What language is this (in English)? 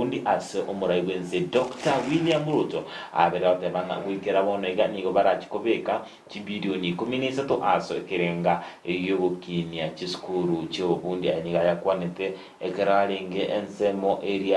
Gusii